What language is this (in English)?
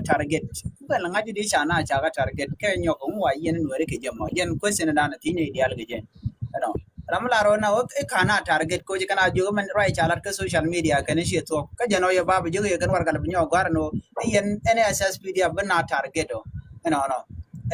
Nuer